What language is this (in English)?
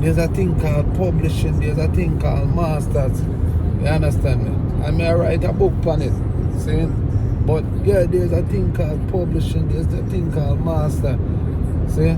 Jamaican Creole English